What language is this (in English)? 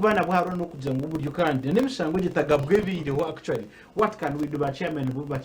Nyankole